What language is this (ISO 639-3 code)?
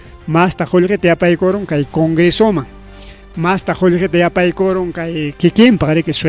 quy